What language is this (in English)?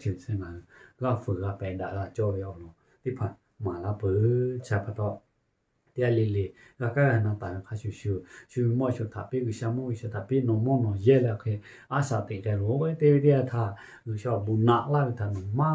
Lahu